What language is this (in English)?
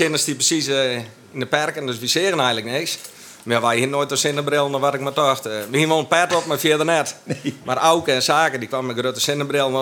Western Frisian